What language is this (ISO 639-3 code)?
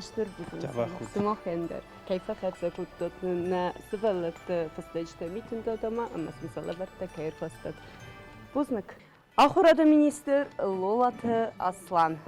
oss